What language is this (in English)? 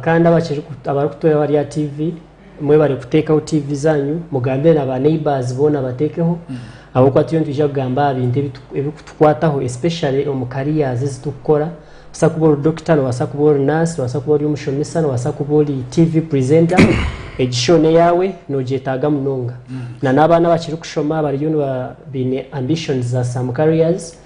Nyankole